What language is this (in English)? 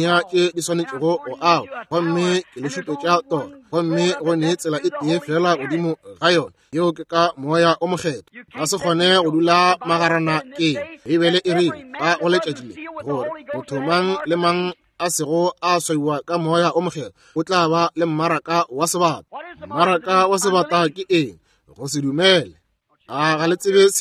Northern Sotho